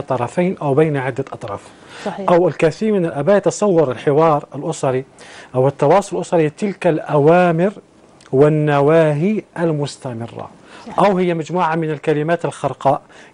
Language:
Arabic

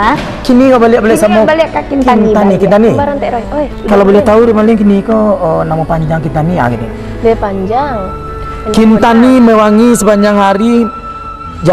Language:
Minangkabau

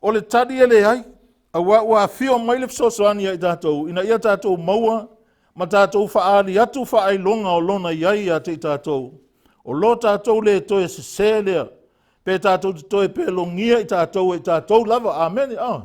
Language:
Samoan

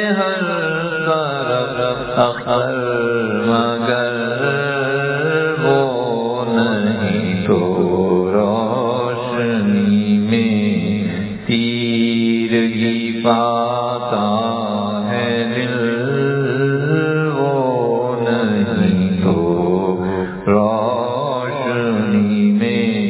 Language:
Urdu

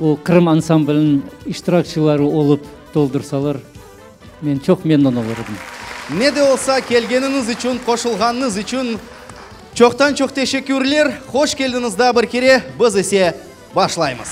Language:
Crimean Tatar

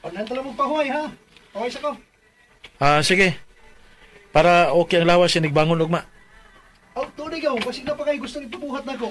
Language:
Cebuano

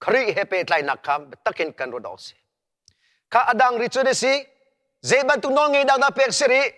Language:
Hakha Chin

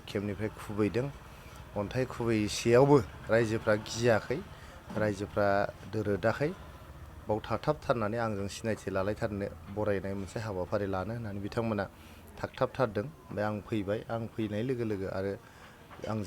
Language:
Bodo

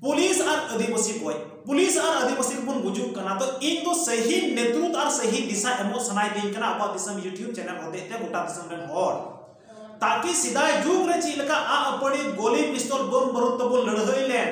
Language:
Santali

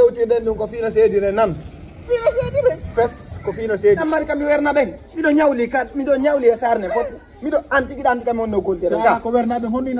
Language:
Fula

